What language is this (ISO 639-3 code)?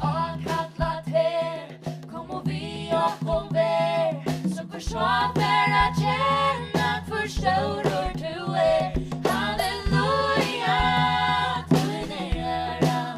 fao